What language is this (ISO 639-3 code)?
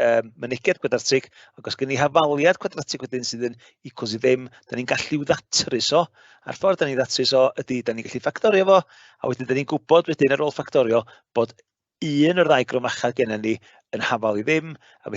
cym